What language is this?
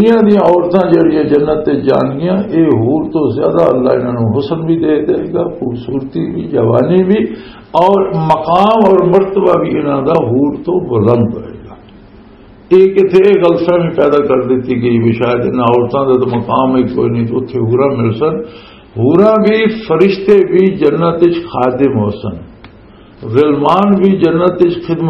Western Panjabi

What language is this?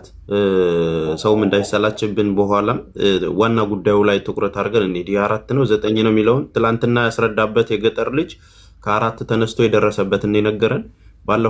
Amharic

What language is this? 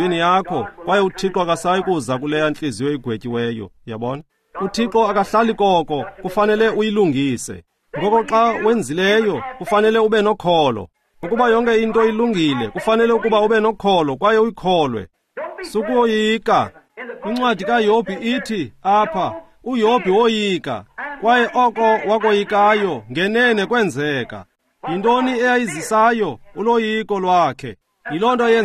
Xhosa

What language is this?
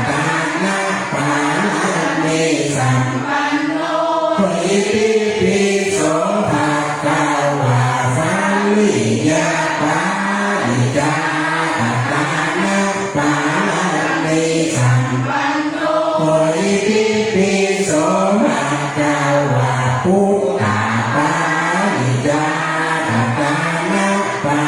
Pali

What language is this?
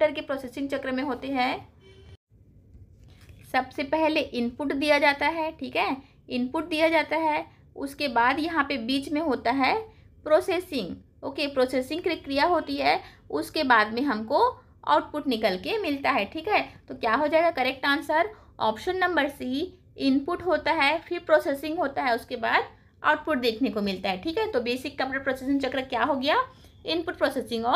Hindi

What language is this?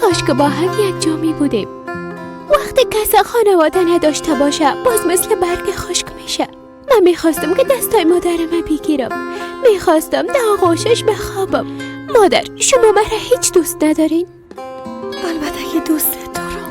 Persian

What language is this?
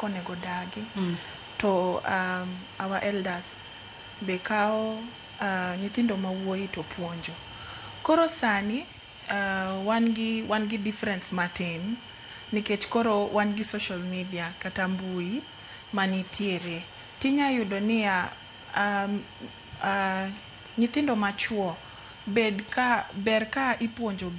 Luo (Kenya and Tanzania)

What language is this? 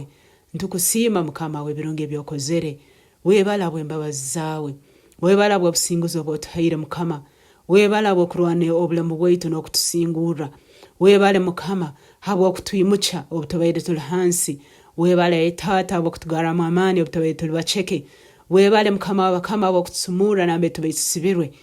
Nyoro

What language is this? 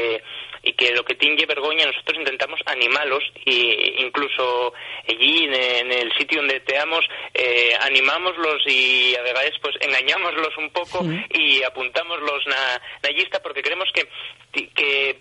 Asturian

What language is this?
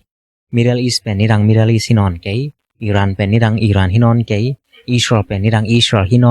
Tedim Chin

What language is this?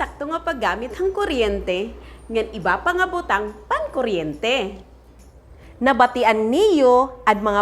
Waray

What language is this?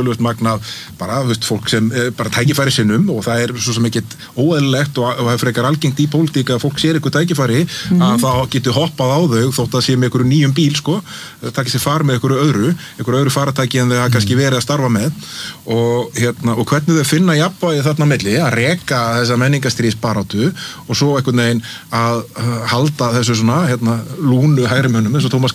Icelandic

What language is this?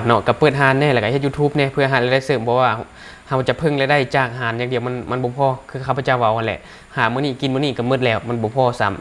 Lao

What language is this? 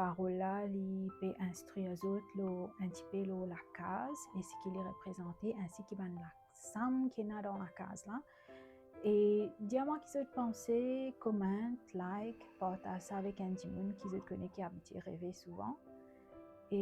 Morisyen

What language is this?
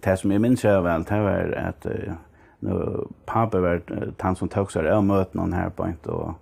Faroese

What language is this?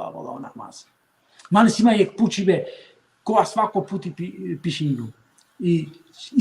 Balkan Romani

